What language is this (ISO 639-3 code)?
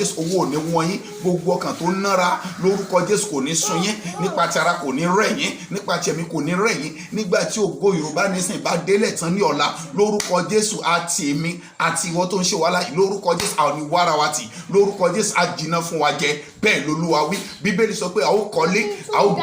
yor